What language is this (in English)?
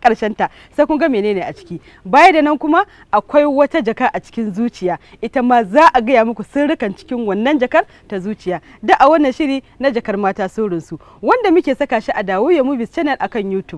Hausa